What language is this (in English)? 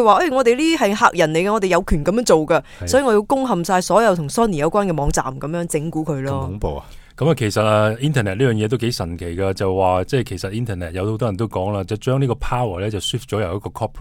Cantonese